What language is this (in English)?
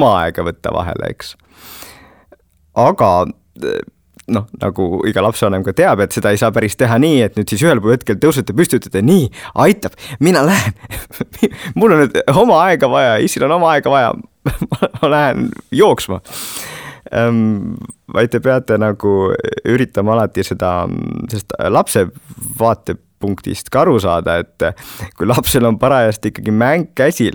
Estonian